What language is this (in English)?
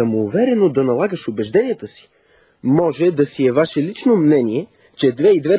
Bulgarian